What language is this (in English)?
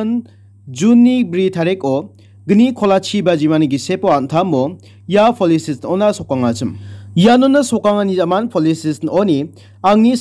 Garo